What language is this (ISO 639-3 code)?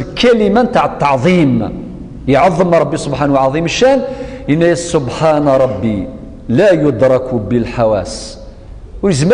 kab